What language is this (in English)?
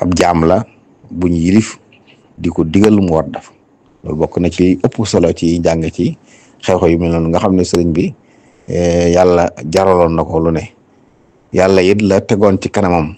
Wolof